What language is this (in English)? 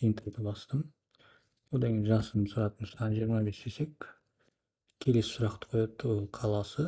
Kazakh